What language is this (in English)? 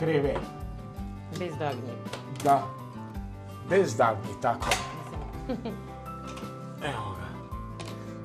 Serbian